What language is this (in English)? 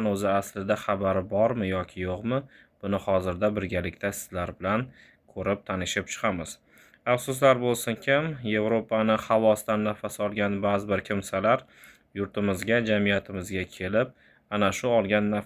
Uzbek